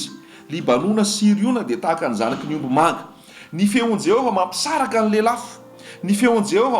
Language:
Malagasy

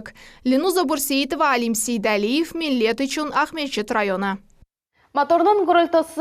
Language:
Crimean Tatar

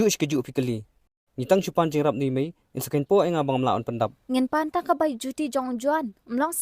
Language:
Khasi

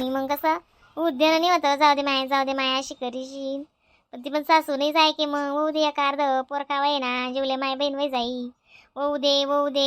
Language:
Khandesi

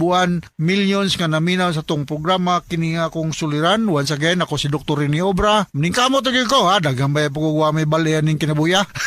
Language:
Cebuano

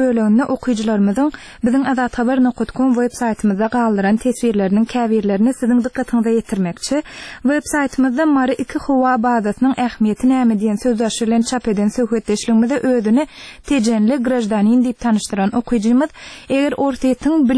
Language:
Turkmen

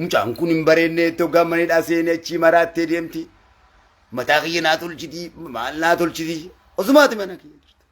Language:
Oromo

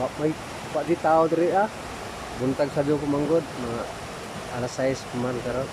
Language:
Cebuano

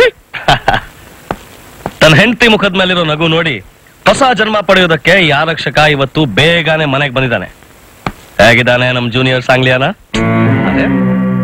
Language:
Kannada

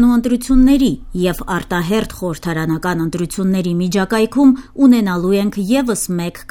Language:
Armenian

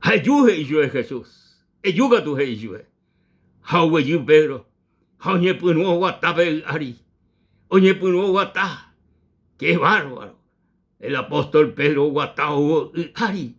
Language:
Guarani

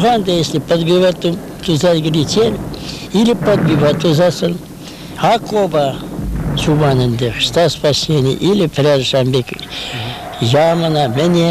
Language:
Chuvash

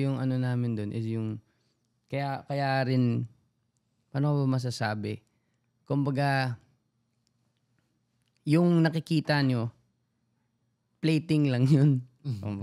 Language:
Filipino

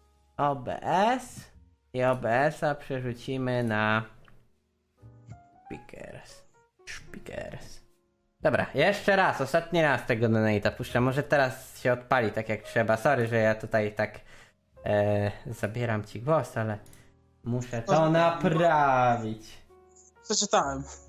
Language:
Polish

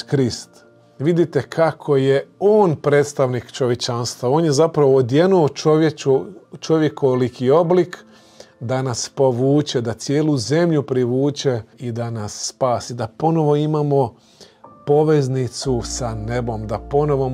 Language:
Croatian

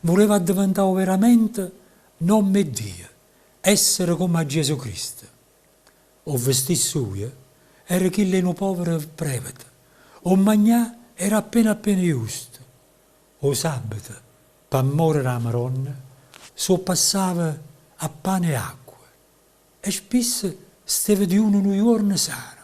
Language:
Neapolitan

